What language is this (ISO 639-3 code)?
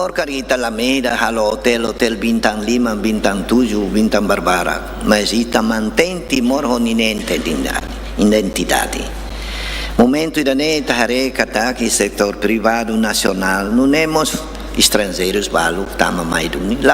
tet